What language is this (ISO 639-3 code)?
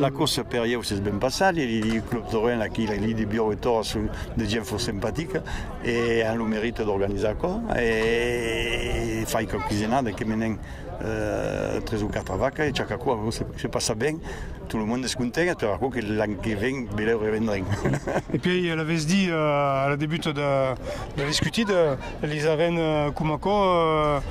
oci